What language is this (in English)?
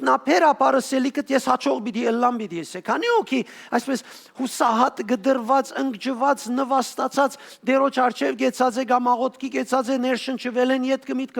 Western Armenian